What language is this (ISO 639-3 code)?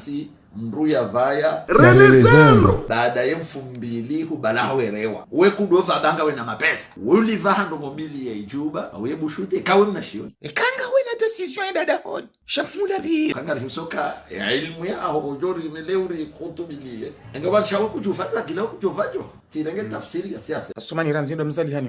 zdj